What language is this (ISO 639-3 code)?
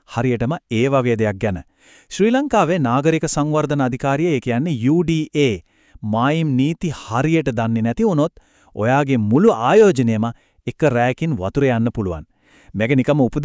sin